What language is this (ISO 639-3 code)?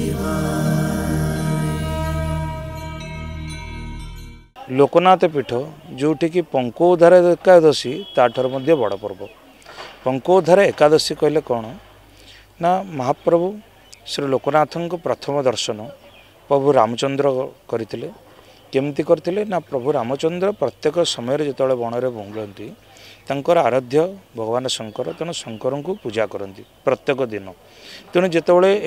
ori